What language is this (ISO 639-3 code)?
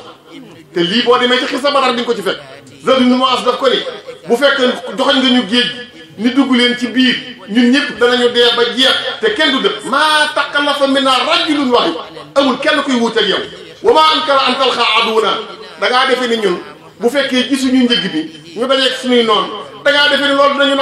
wol